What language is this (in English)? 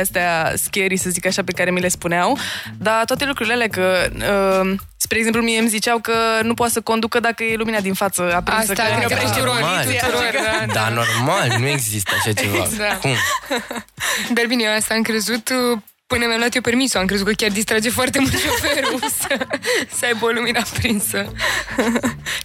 Romanian